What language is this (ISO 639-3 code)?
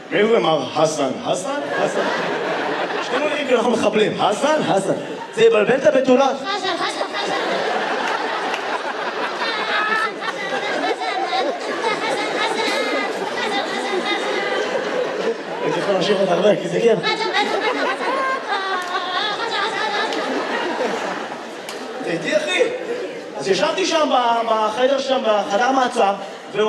heb